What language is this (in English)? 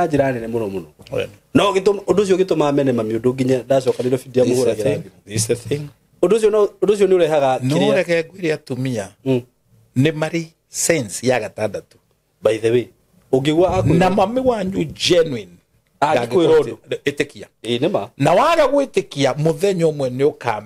Kikuyu